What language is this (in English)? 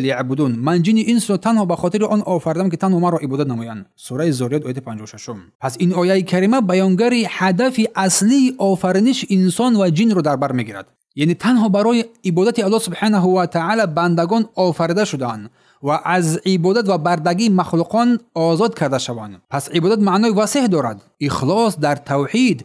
Tajik